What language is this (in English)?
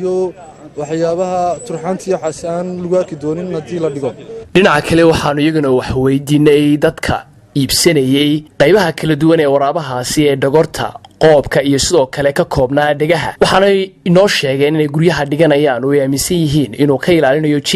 Somali